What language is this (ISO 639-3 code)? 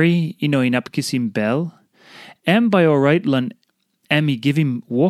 tpi